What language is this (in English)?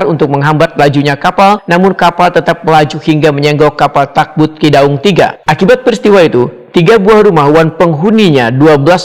Banjar